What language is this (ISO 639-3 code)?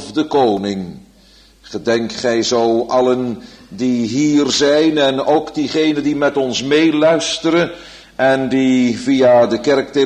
nld